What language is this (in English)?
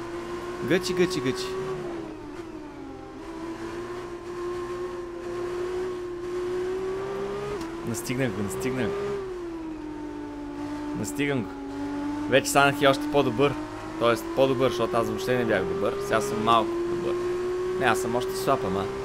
Bulgarian